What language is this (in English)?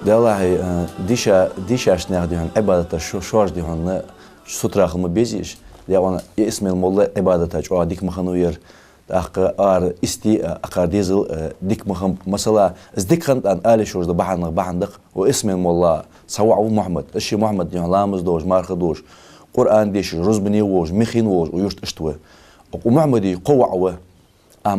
Ingush